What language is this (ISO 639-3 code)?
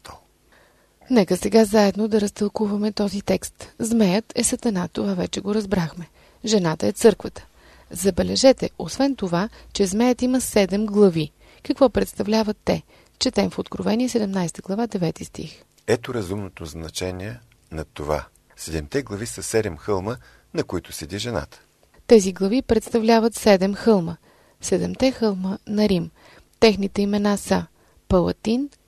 bul